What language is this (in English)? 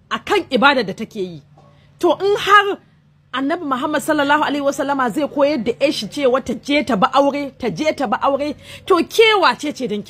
Hausa